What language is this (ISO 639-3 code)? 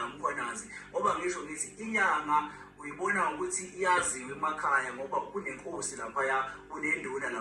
zul